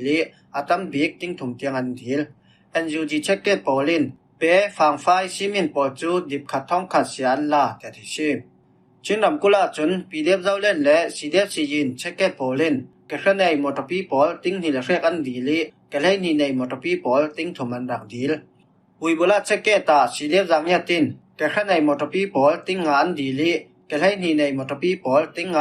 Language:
Falam Chin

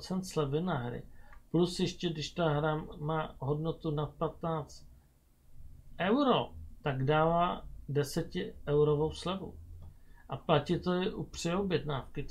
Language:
Czech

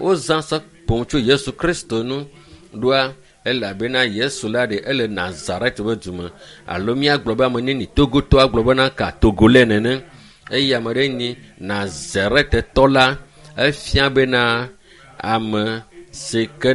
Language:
Ewe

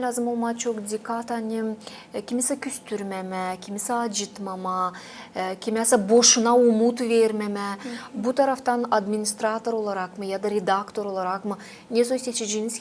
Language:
Gagauz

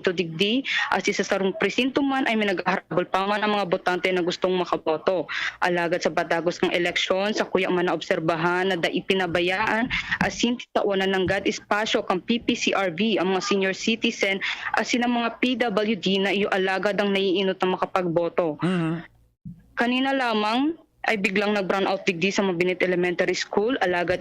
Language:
Bikol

